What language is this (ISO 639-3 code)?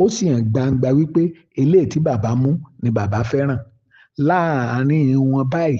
yor